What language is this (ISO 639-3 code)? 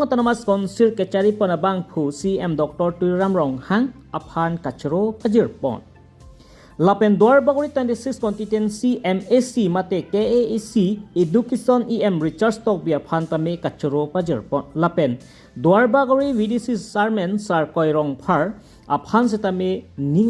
mjw